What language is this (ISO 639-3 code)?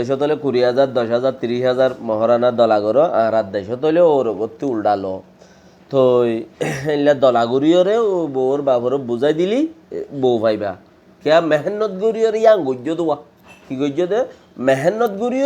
rhg